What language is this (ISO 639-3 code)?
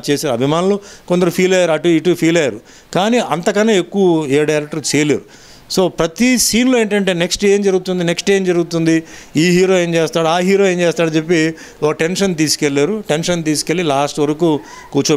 tel